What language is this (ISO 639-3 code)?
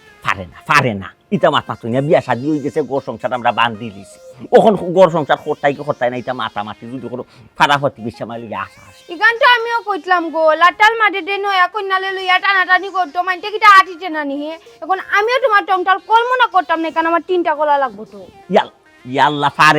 syl